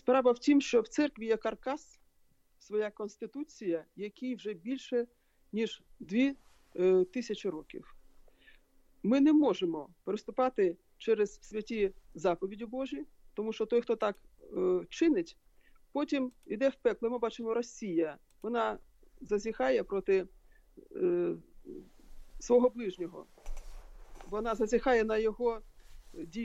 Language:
Ukrainian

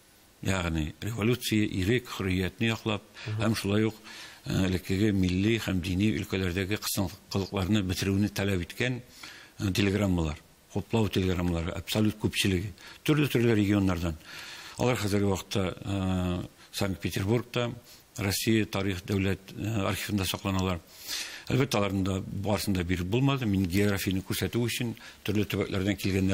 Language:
Tatar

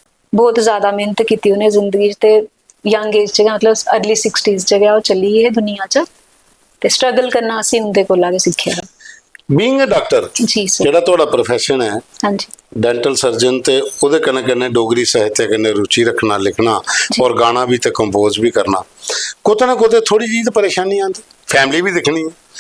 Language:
Dogri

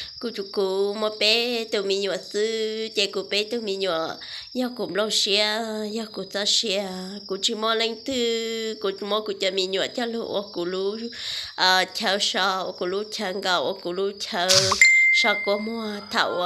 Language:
Hmong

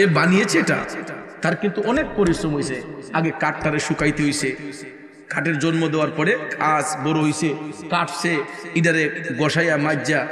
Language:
Bangla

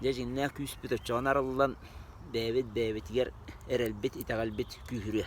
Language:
Yakut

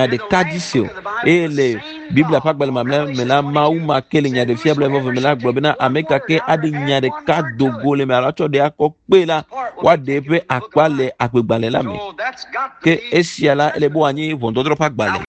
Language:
Ewe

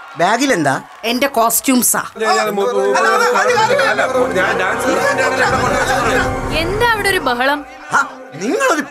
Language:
Malayalam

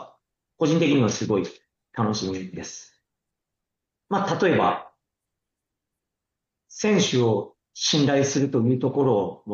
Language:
Japanese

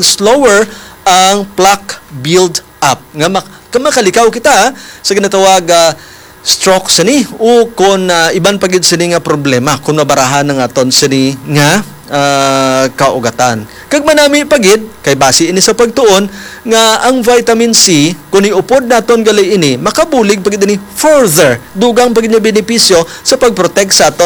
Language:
Hiligaynon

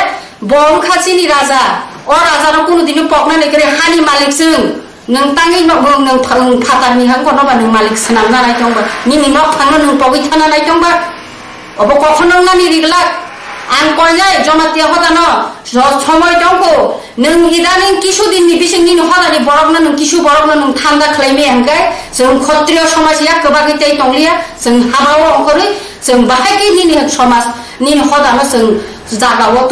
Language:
Kok Borok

